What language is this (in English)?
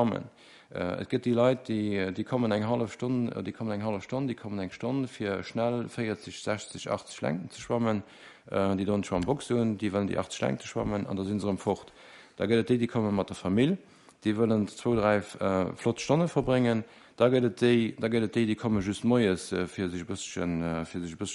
Luxembourgish